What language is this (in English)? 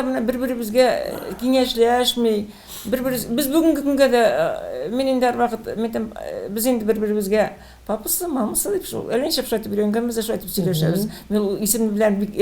Tatar